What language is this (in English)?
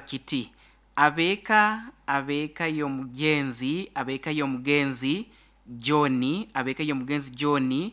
Nyoro